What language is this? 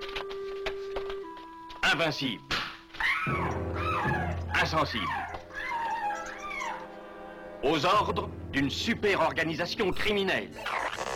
French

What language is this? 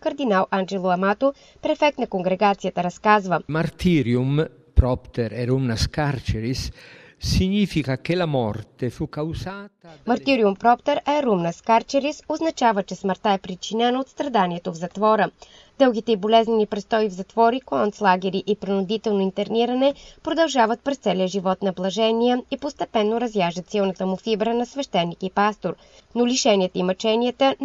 Bulgarian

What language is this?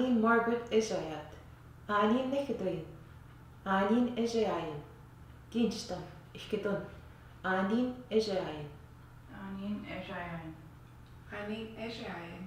Western Ojibwa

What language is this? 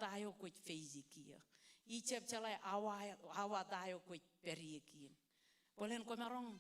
Marshallese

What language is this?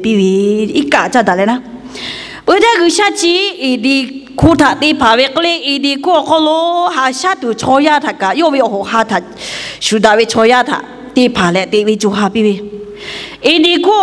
Lahu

